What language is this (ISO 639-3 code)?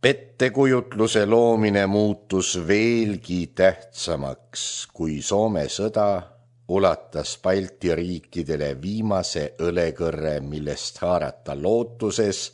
est